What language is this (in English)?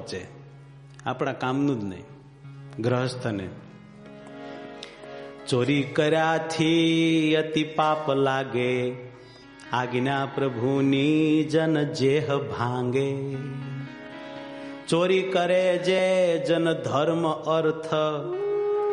Gujarati